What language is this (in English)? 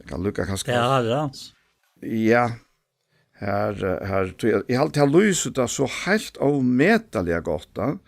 Faroese